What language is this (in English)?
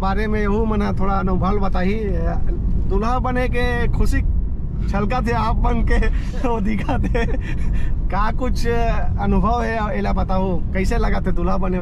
Chhattisgarhi